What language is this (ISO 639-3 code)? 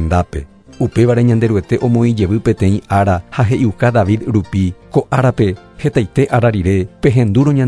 grn